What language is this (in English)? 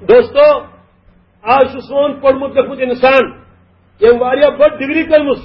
Kashmiri